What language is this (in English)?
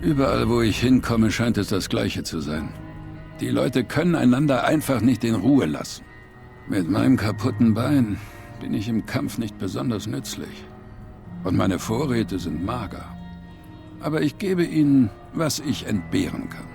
Bavarian